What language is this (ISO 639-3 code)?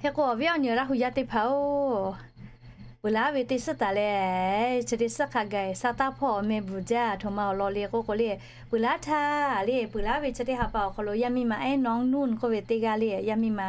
lhu